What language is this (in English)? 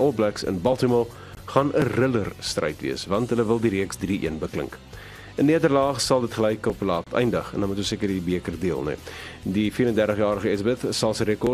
Afrikaans